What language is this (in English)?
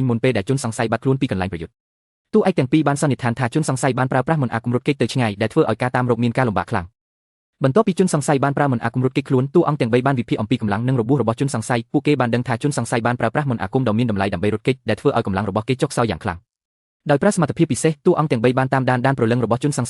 Khmer